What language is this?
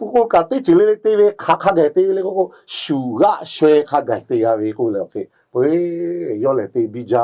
Lahu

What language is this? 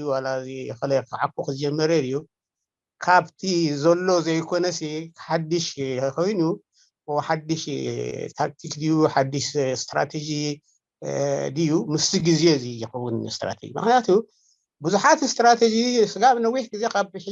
Tigrinya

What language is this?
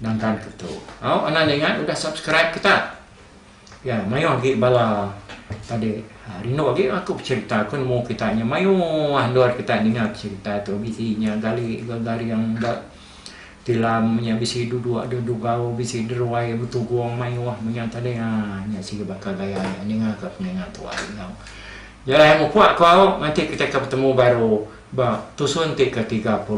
Iban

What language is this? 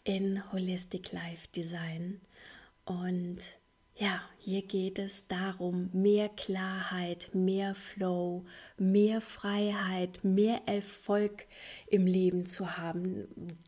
German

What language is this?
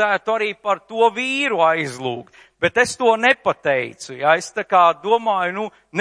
Latvian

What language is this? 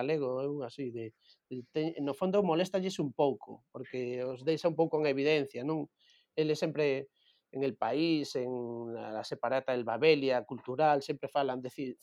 Galician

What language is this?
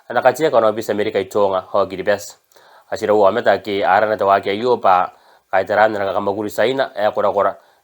Gilbertese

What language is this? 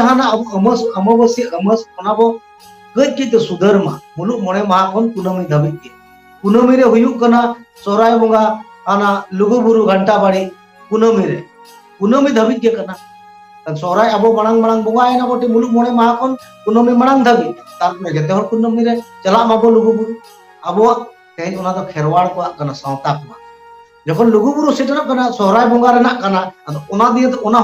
Santali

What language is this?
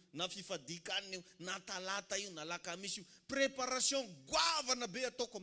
Malagasy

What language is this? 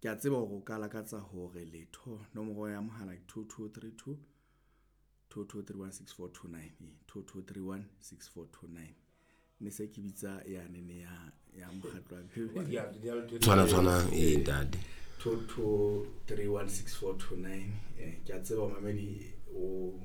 Southern Sotho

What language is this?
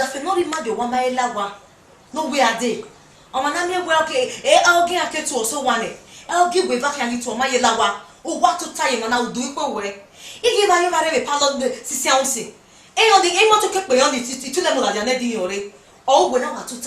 Bini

